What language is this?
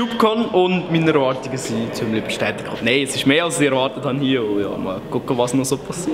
Swiss German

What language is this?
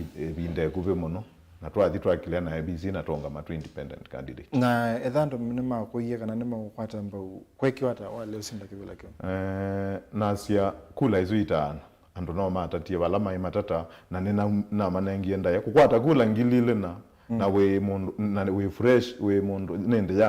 Kamba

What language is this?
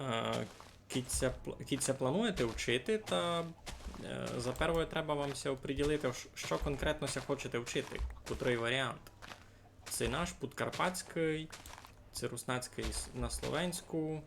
Rusyn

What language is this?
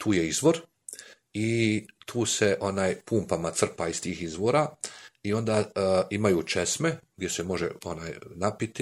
Bosnian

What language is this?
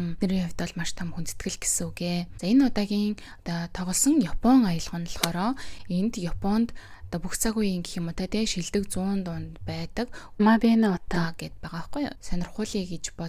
Mongolian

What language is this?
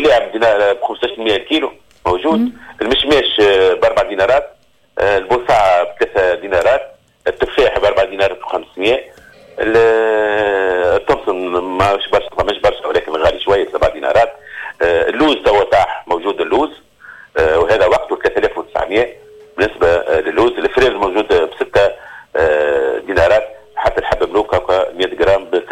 Tunisian Arabic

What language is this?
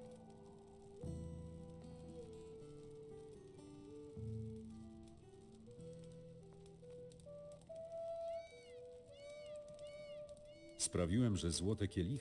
Polish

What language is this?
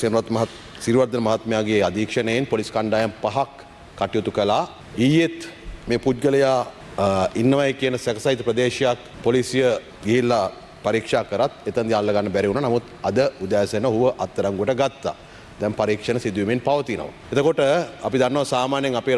Sinhala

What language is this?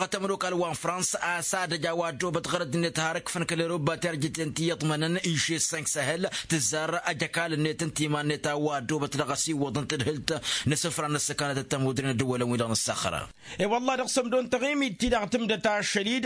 Tamasheq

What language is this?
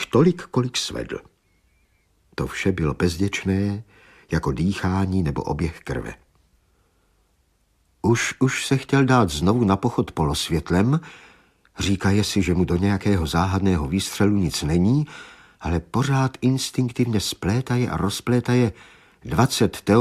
Czech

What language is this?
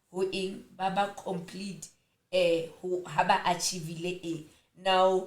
Southern Sotho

